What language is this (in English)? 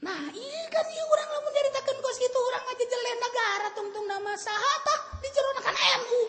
Sundanese